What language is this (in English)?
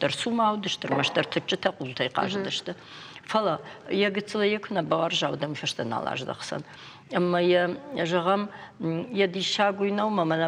Ossetic